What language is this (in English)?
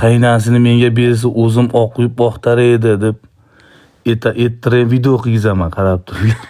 Uzbek